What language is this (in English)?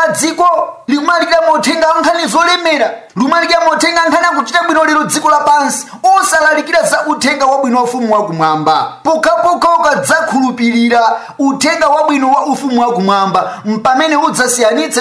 Nyanja